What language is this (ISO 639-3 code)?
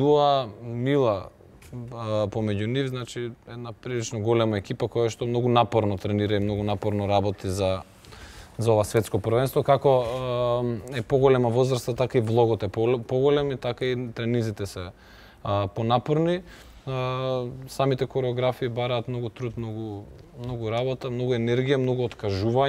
mkd